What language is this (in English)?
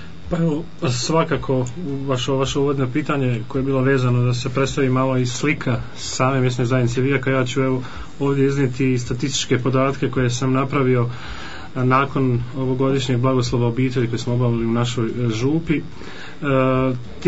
Croatian